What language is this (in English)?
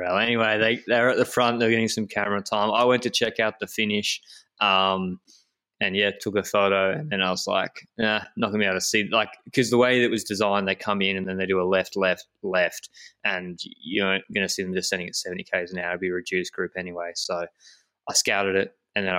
English